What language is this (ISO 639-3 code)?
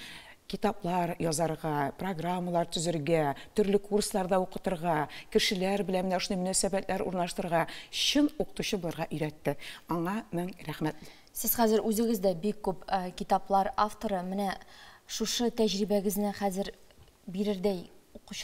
tat